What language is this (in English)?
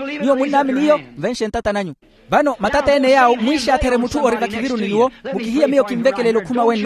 Makhuwa